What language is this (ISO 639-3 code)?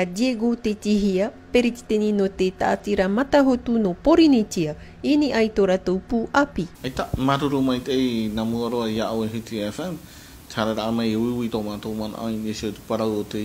tah